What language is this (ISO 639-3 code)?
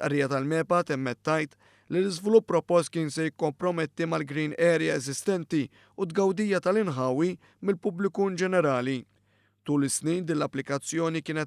mlt